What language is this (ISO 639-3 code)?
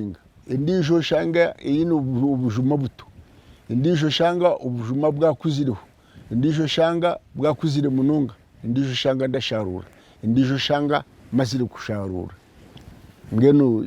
nyn